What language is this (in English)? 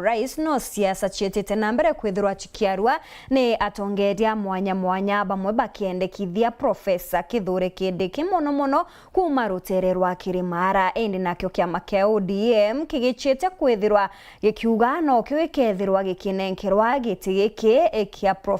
Meru